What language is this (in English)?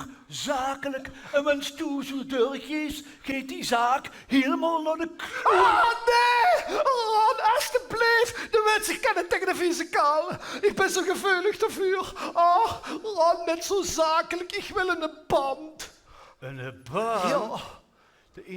Limburgish